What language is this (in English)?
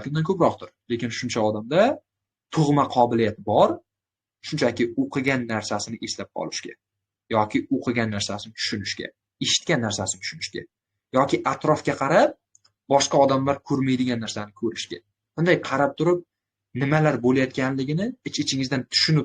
Uzbek